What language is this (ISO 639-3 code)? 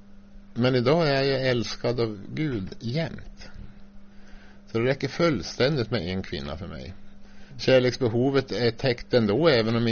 swe